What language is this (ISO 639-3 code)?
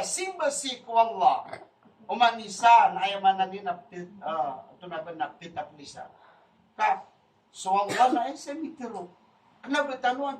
mrw